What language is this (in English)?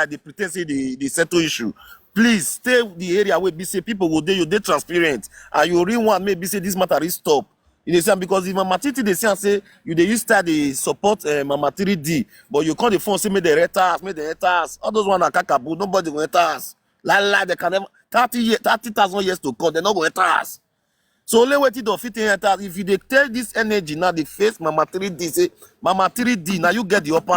Nigerian Pidgin